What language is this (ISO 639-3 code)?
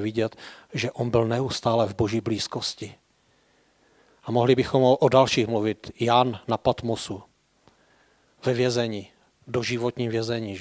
ces